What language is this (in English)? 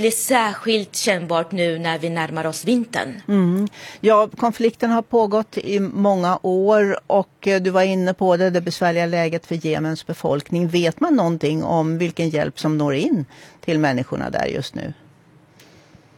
Swedish